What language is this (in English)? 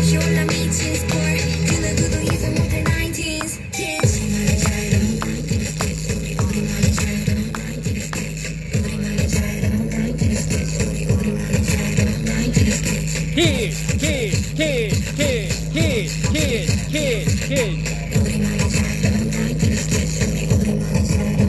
Korean